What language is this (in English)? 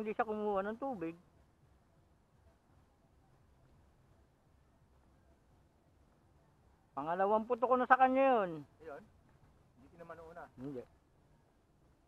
Filipino